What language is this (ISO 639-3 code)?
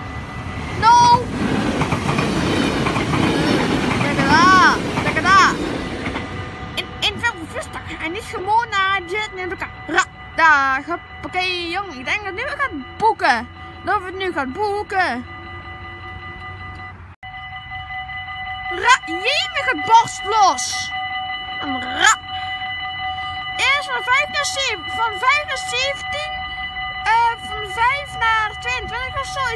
nld